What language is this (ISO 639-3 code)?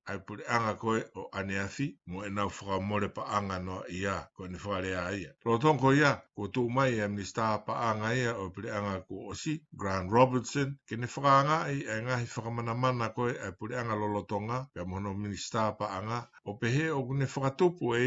ton